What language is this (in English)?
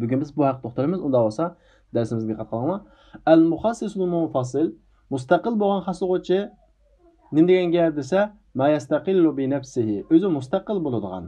Uyghur